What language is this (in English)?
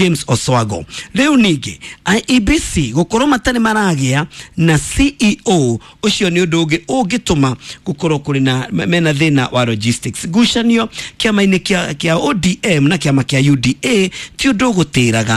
Kikuyu